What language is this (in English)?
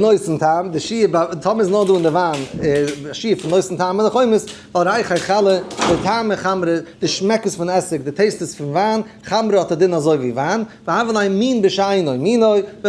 Yiddish